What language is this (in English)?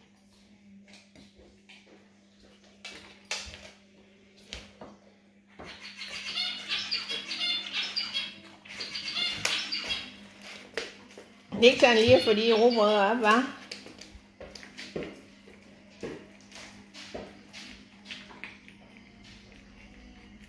Danish